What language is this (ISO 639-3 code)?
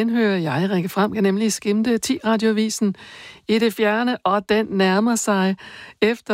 dan